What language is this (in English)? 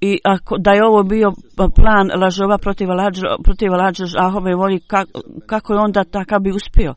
Bosnian